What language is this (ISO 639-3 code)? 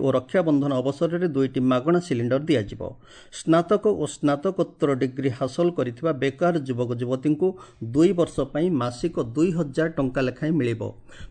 ori